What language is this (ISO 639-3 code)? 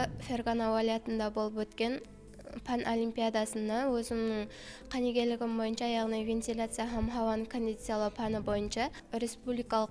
kaa